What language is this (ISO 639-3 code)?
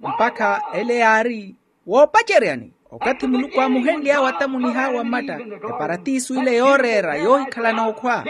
vmw